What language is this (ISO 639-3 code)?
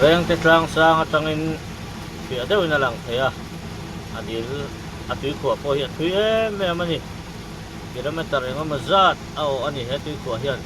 lus